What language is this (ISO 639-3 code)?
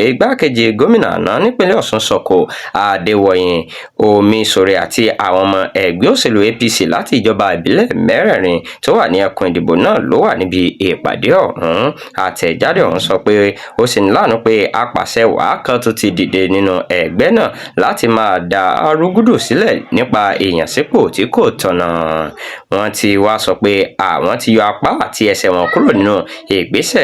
yor